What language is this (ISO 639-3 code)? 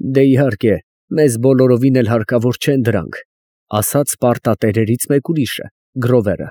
hye